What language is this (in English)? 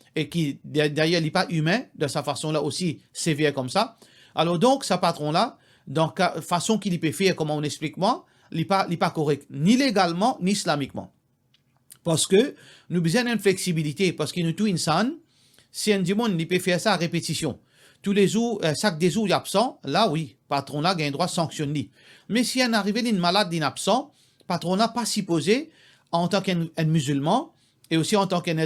Morisyen